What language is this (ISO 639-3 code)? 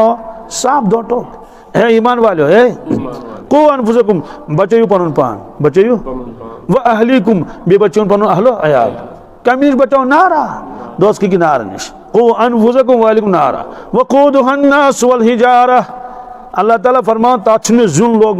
kas